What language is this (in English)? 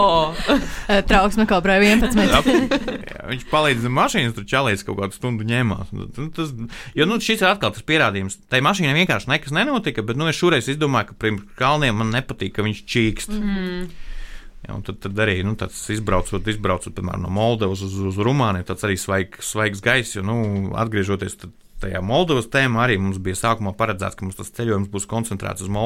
Latvian